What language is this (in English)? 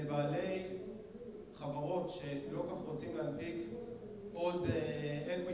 Hebrew